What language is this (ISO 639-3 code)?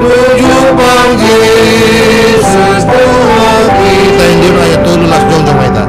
bbc